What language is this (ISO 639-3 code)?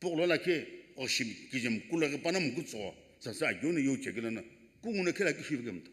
nsm